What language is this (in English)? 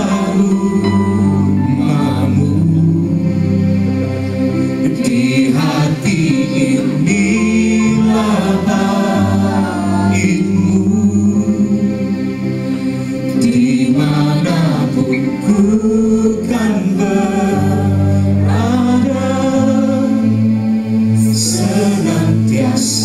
Indonesian